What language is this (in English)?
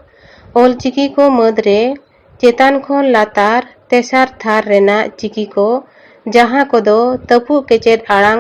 Santali